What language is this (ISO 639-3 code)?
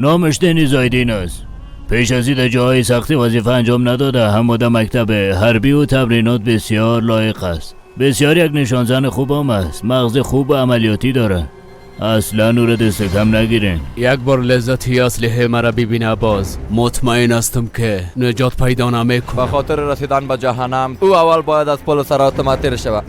fas